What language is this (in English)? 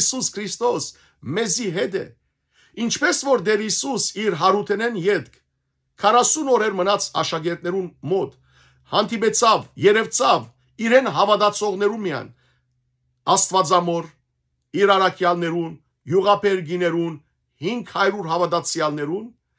Western Armenian